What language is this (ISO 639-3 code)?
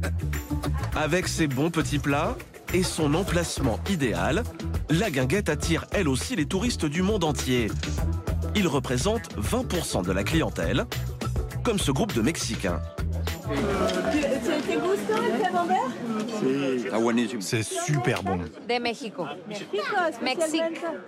fra